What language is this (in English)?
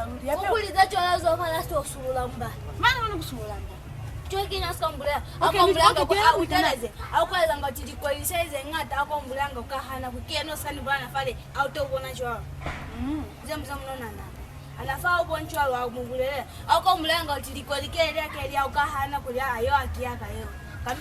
Lozi